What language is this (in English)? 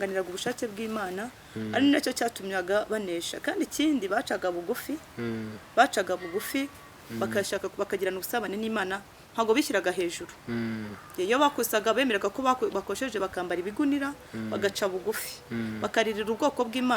Kinyarwanda